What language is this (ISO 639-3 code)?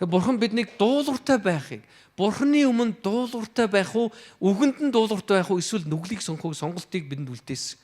mon